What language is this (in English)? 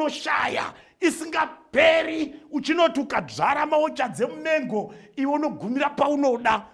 Shona